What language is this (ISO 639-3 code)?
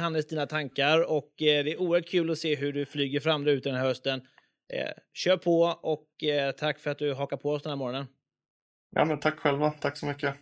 swe